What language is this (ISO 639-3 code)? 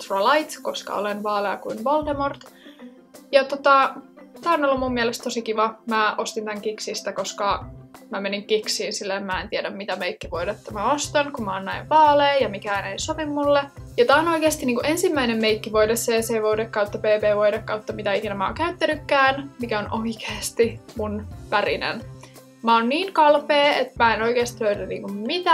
fin